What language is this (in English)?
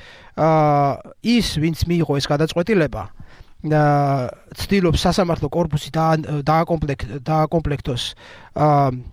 Georgian